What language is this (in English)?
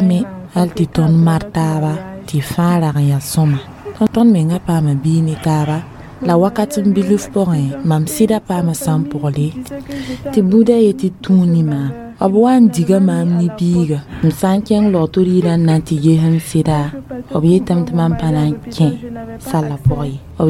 Mossi